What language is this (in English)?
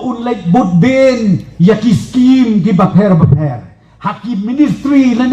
Khasi